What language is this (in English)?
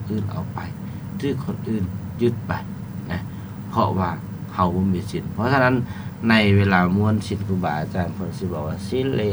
Lao